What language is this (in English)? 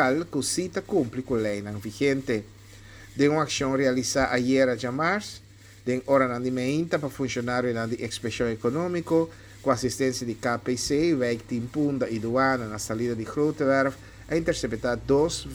Papiamento